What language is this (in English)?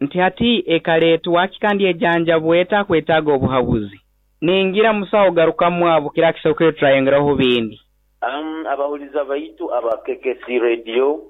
Nyoro